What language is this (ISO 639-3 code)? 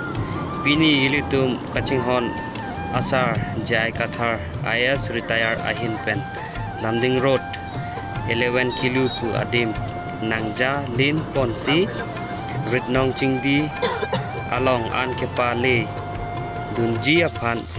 mjw